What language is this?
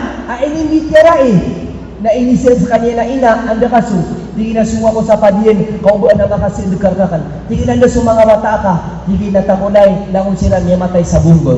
Maranao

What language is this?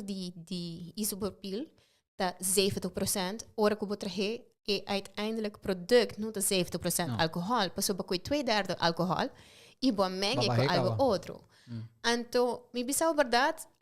Papiamento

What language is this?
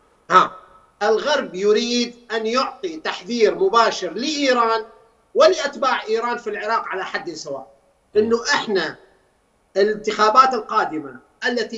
Mesopotamian Arabic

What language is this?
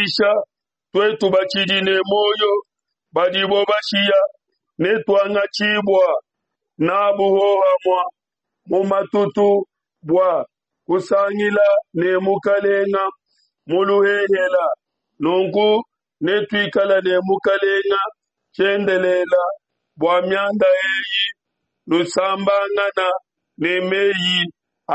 Luba-Lulua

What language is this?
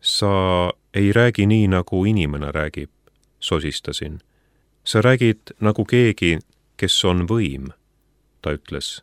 Estonian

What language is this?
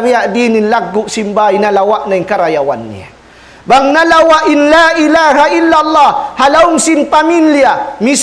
Tausug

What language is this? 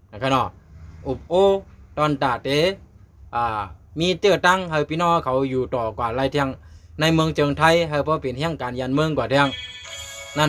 Shan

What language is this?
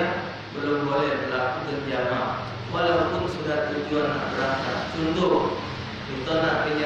Musi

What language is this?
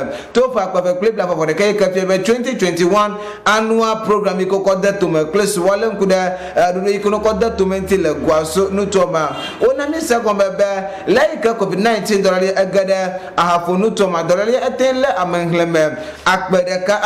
Ewe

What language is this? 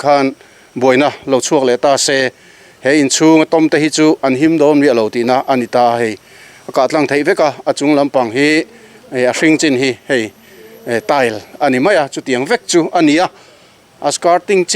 Mizo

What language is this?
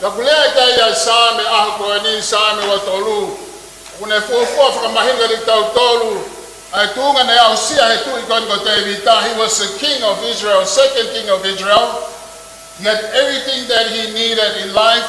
Tongan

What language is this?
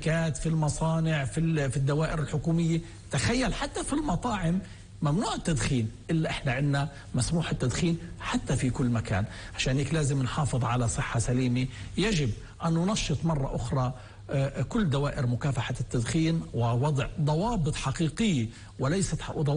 North Levantine Arabic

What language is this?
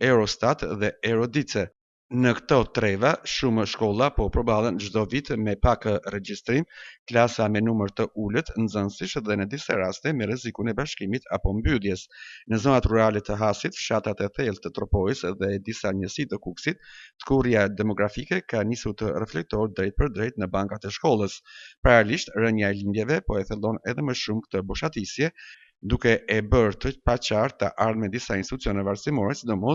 Albanian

